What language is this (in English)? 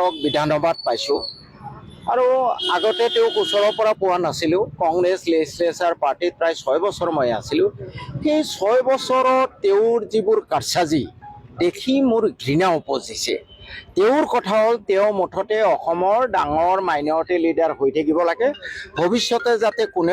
Assamese